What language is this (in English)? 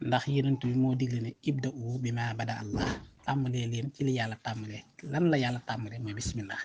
Wolof